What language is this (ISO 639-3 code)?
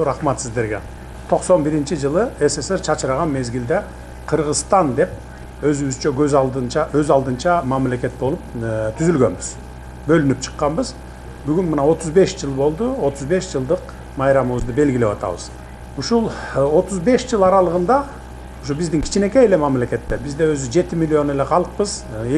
kir